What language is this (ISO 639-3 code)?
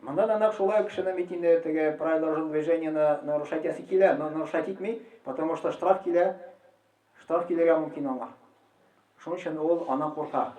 tat